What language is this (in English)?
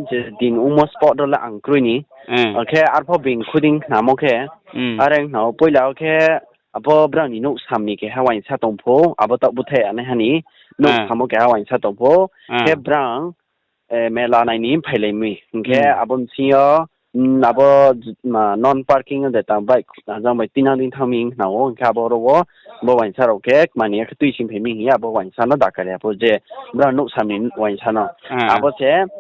Riang (India)